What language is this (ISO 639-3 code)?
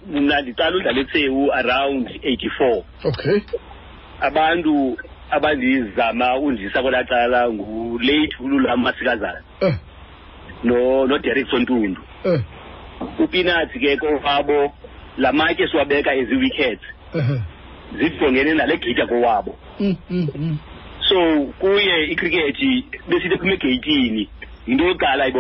xho